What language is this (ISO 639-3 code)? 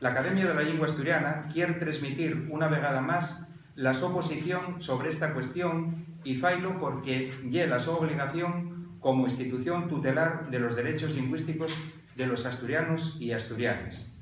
ast